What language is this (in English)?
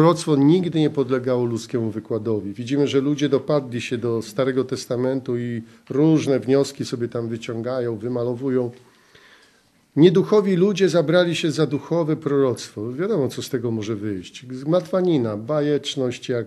Polish